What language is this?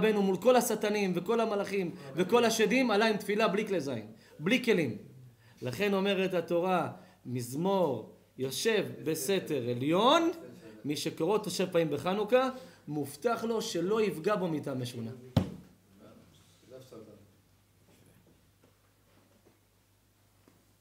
Hebrew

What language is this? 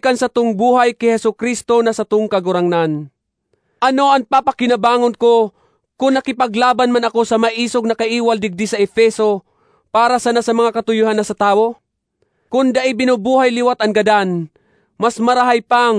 Bikol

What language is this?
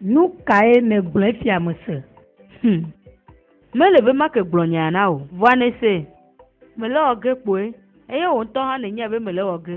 Ewe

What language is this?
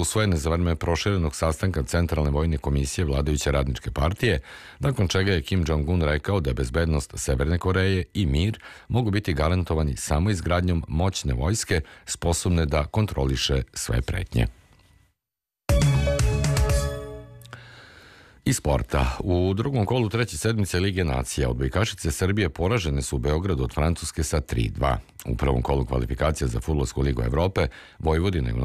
Serbian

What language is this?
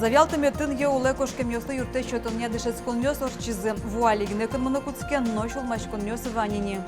Udmurt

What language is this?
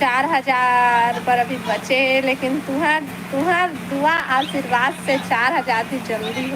Chhattisgarhi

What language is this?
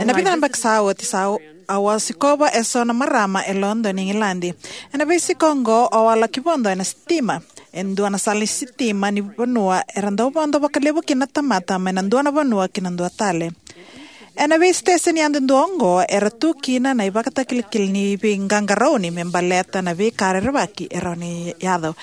Fijian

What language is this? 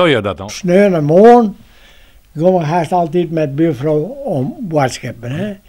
Western Frisian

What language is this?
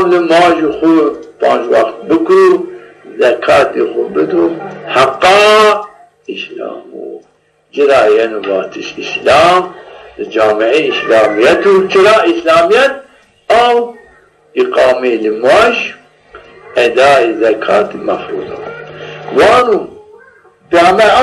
Zaza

